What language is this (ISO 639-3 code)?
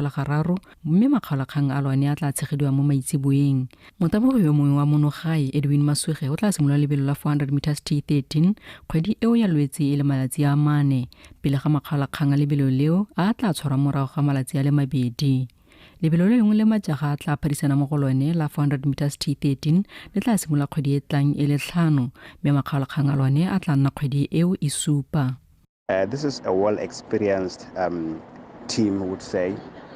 tsn